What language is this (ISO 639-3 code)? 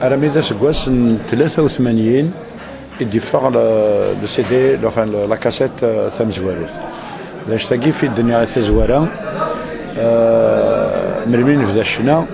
kab